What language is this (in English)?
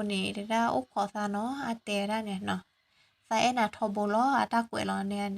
S'gaw Karen